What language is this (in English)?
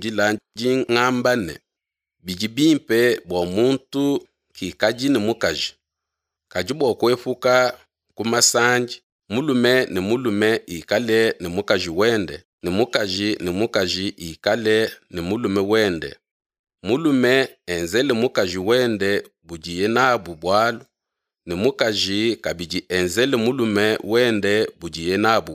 Luba-Lulua